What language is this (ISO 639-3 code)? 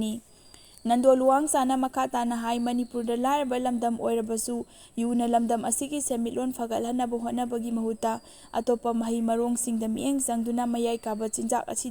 mni